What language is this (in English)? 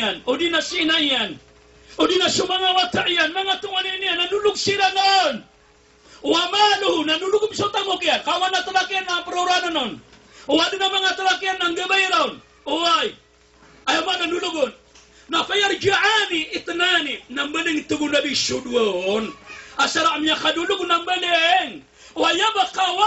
Maranao